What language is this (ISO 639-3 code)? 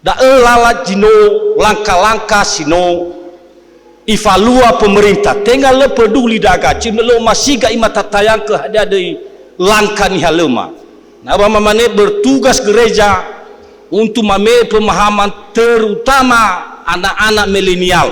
nia